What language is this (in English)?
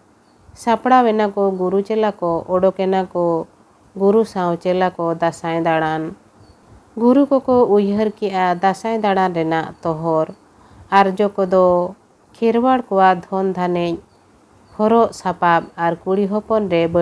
Santali